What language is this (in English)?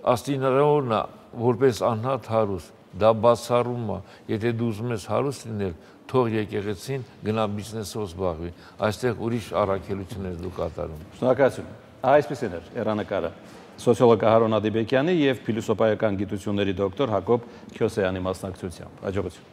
Armenian